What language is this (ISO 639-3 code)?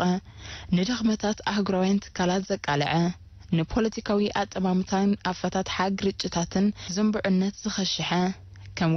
tir